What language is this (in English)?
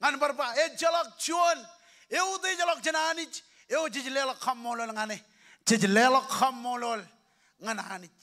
Marshallese